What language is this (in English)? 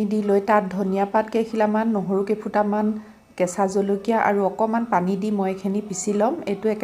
Assamese